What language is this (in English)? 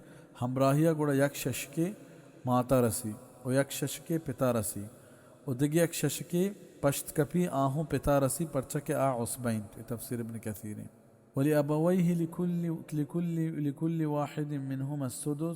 Baluchi